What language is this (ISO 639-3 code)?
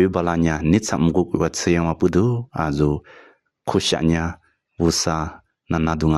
lis